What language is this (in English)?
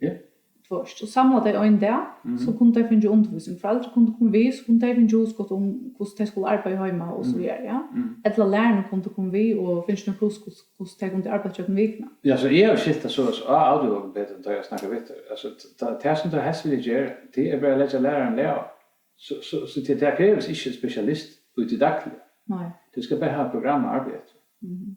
Faroese